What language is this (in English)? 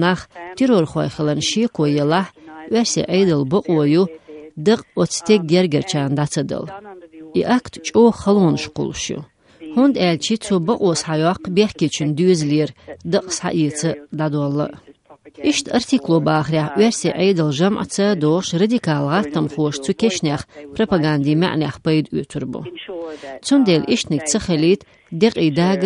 Chechen